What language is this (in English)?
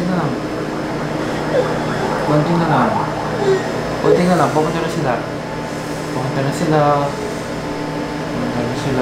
Filipino